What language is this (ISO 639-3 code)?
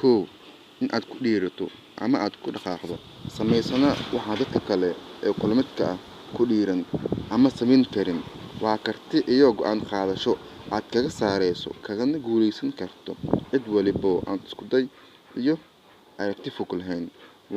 som